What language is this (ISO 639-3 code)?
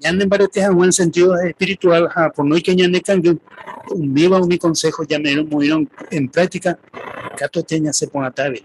grn